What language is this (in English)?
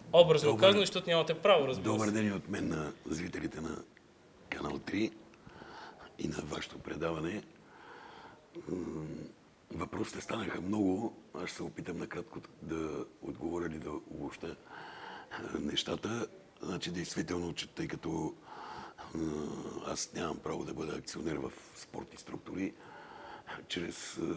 Bulgarian